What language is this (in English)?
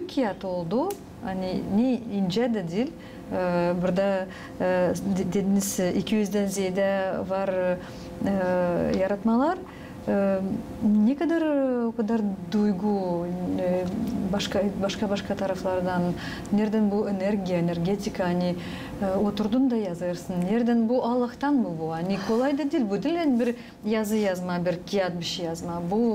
Gagauz